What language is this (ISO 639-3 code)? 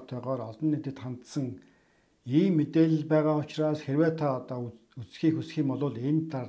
mon